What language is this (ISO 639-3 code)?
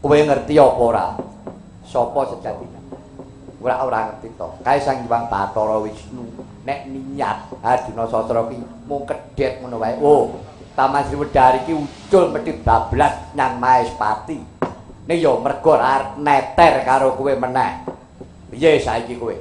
jav